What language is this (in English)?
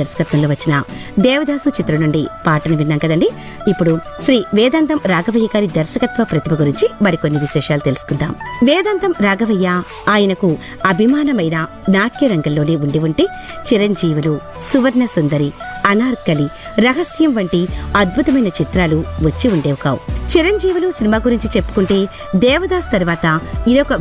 Telugu